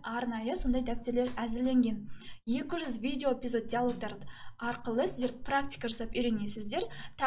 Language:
Kazakh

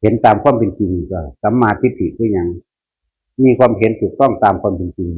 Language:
Northeastern Thai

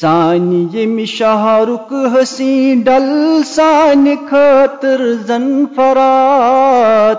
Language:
Kashmiri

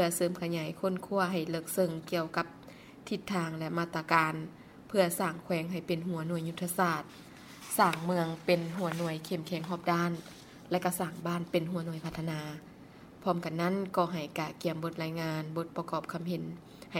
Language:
Lao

